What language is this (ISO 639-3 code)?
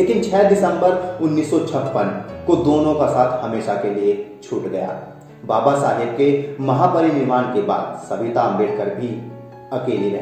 hin